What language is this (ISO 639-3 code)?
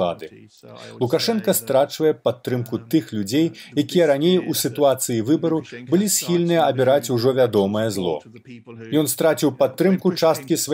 bel